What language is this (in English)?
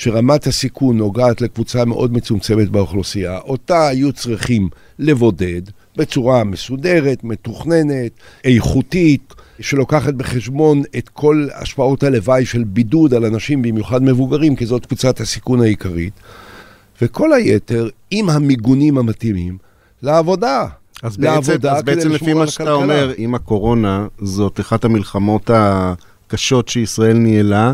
Hebrew